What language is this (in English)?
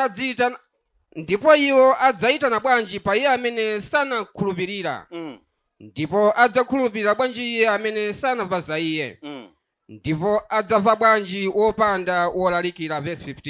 Nyanja